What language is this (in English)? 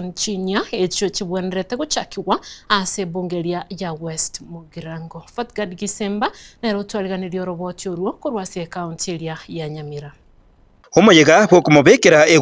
Gusii